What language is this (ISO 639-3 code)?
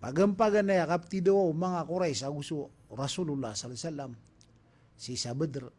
mrw